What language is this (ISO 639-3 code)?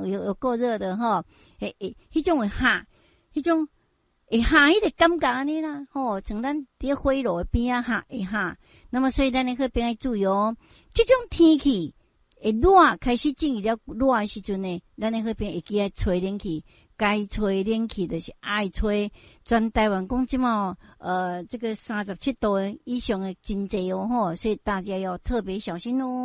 nan